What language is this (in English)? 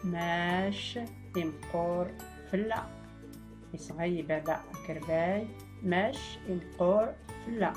Tachelhit